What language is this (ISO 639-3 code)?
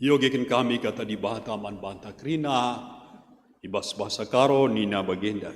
btx